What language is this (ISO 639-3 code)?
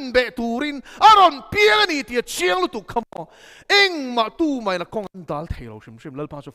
lus